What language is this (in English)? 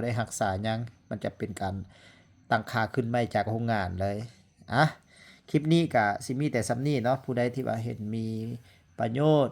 Lao